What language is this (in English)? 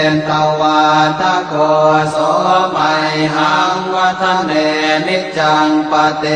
Pali